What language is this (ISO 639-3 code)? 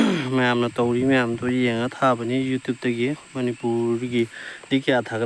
mni